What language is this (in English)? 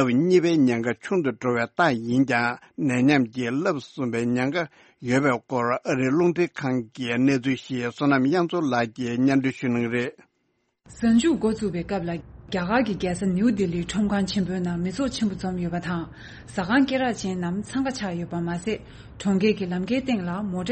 Tibetan